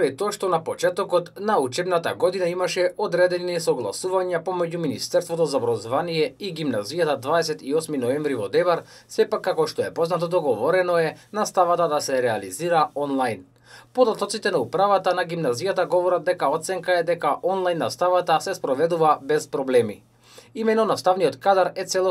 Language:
Macedonian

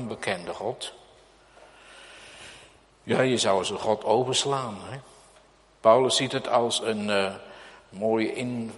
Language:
Dutch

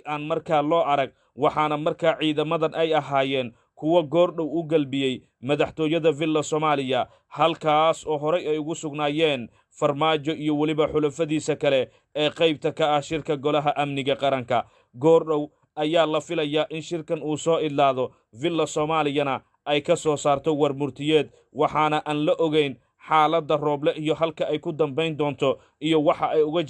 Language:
Somali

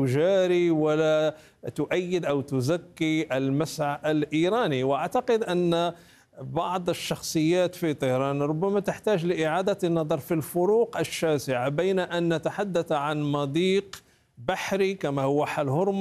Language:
Arabic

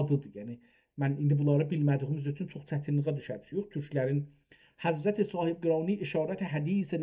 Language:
South Azerbaijani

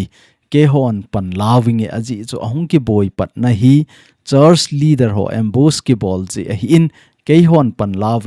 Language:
Thado Chin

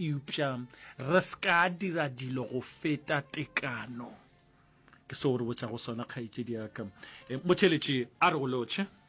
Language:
Northern Sotho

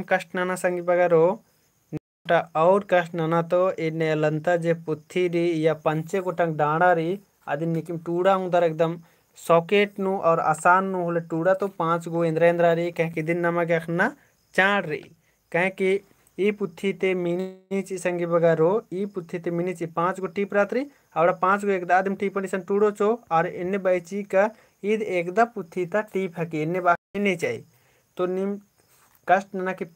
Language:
Kurukh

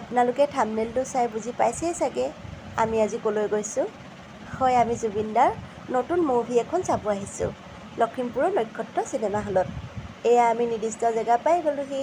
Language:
Assamese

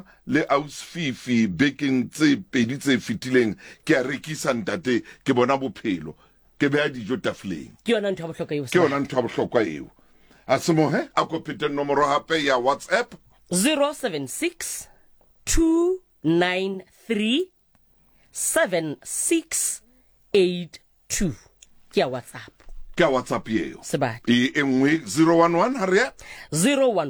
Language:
Southern Sotho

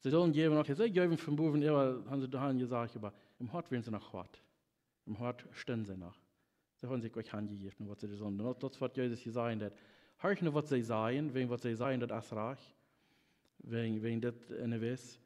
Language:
Plautdietsch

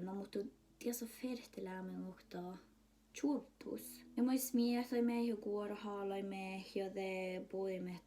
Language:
Northern Sami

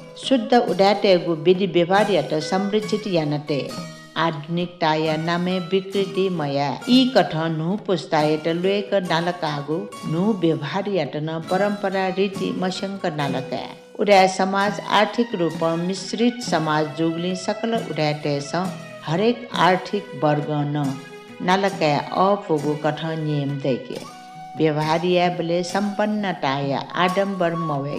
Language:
Newari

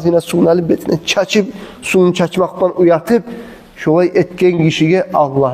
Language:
Kumyk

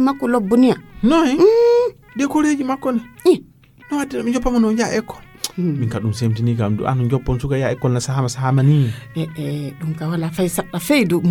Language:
Fula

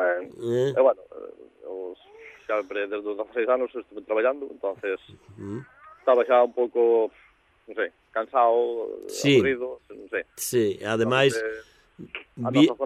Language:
Galician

